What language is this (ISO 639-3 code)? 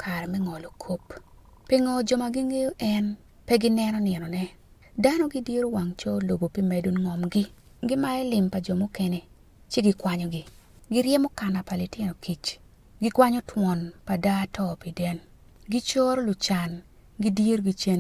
ach